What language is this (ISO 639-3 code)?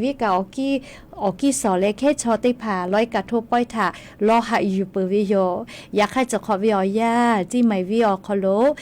lhu